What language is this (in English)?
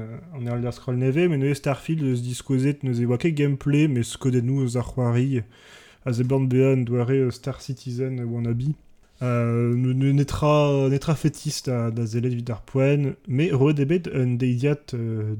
Breton